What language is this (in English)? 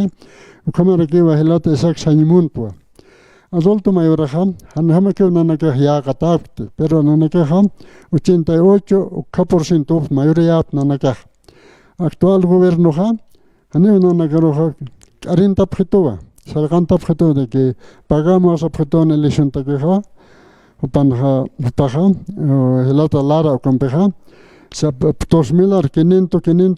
Aymara